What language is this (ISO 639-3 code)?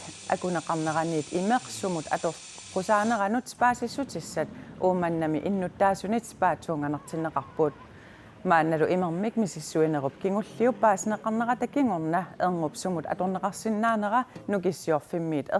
kal